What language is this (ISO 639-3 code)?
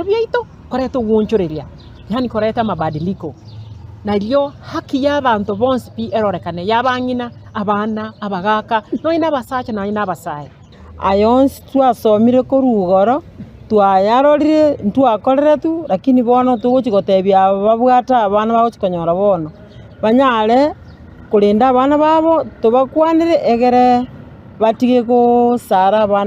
guz